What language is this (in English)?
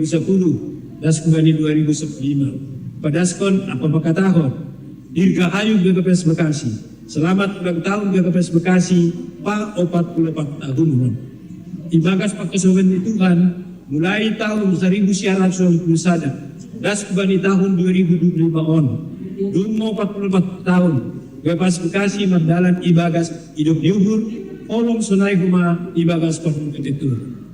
Batak Simalungun